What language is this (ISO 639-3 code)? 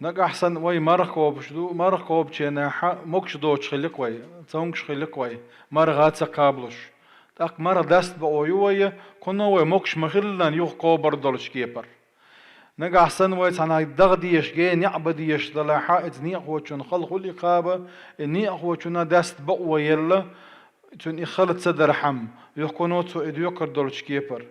che